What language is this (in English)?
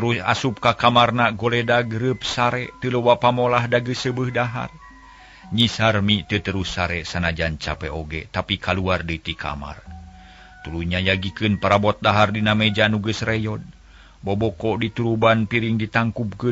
Sundanese